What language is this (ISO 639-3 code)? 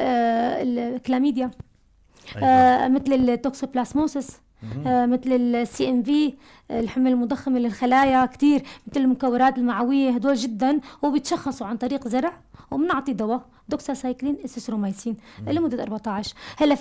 apc